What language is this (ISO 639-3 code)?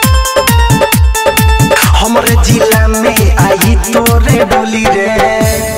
bho